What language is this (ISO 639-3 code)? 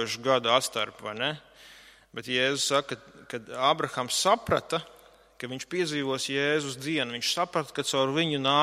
lav